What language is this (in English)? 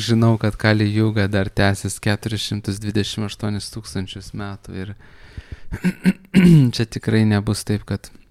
Lithuanian